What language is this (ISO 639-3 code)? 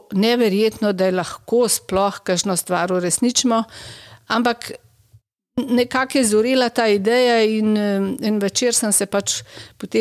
slv